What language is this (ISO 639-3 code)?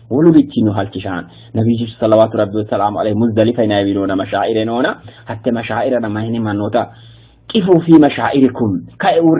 sid